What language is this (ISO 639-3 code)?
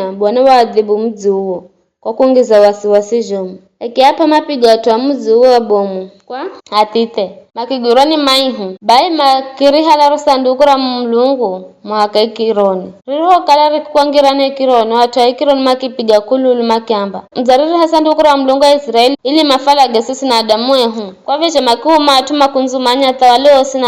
nyf